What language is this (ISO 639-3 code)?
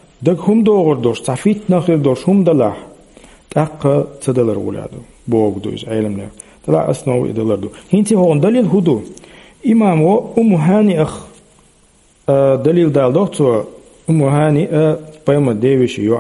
che